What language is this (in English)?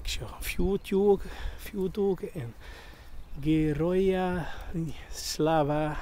Western Frisian